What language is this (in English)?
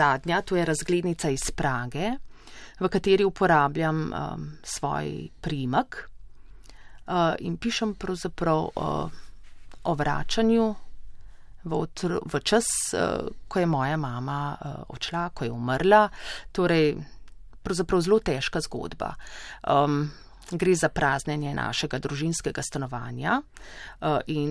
Slovenian